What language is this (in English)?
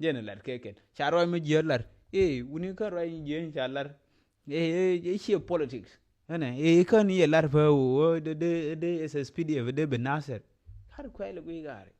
Nuer